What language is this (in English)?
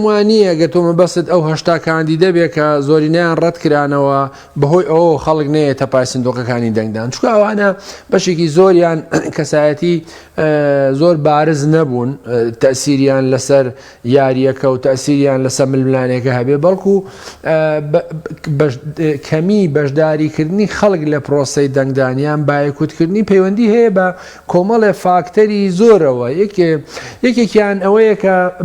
Central Kurdish